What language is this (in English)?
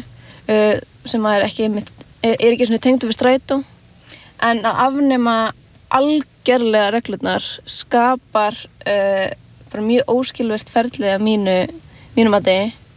Icelandic